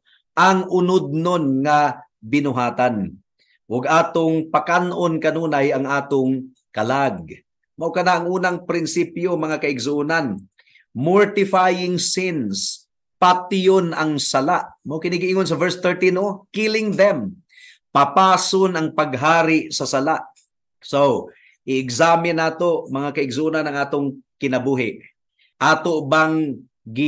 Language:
Cebuano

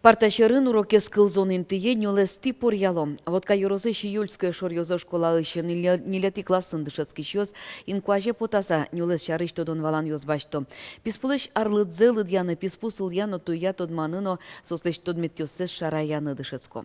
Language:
Udmurt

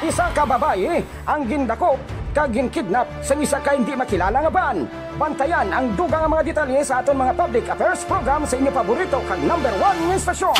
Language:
Hiligaynon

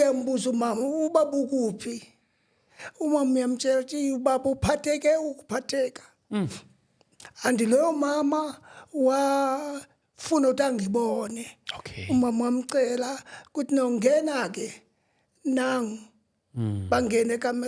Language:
Zulu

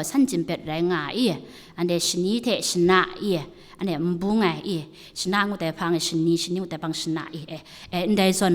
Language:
Kachin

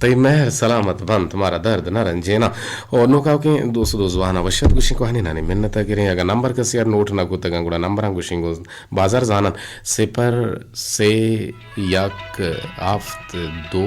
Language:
Eastern Balochi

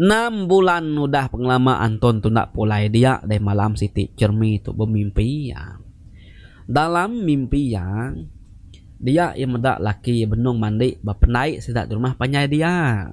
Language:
Iban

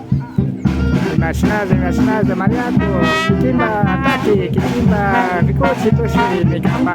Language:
Imbabura Highland Quichua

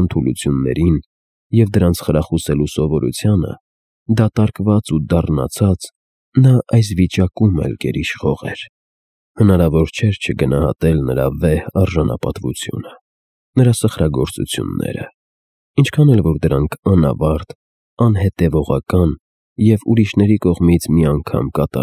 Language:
Armenian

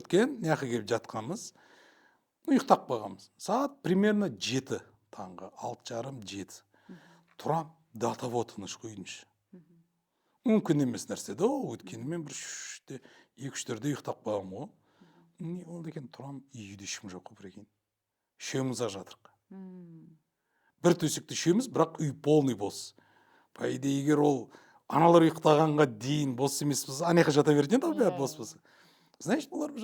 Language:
Kazakh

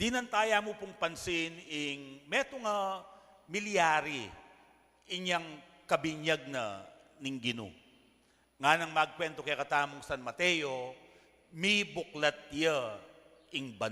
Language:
Pampanga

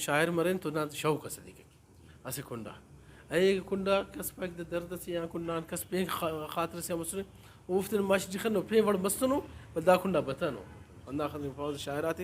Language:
Brahui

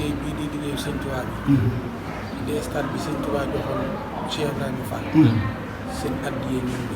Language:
Wolof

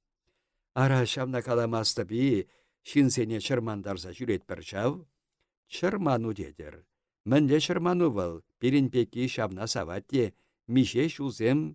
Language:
Chuvash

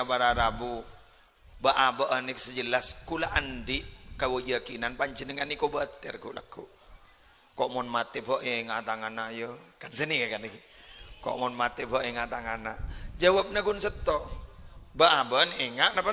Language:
Madurese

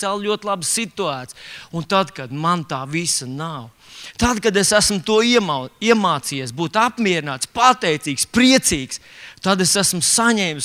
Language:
Latvian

